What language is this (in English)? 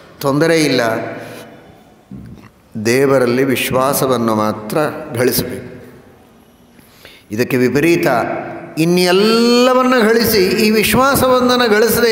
Kannada